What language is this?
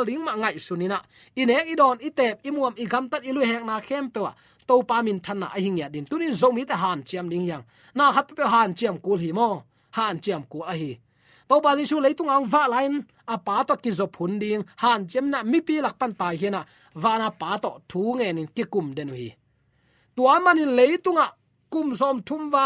Tedim Chin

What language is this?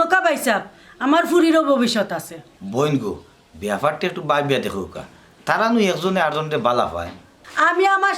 Sylheti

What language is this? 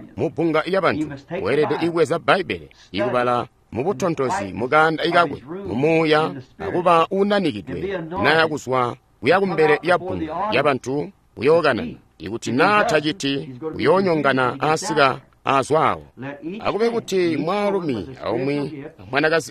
Tonga (Zambia)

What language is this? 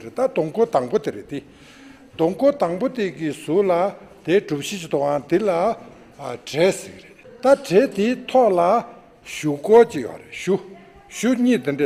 Tibetan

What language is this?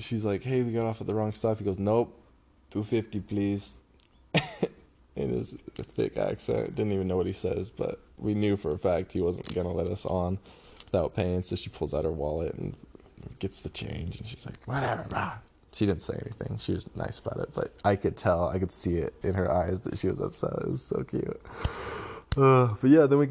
English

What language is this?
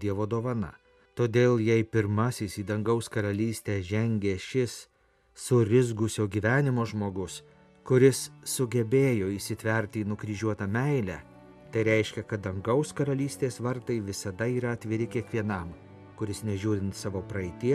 Lithuanian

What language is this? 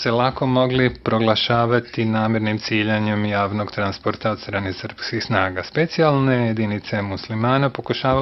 Bosnian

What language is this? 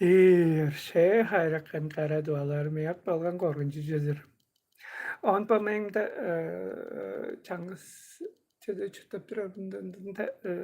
Tuvinian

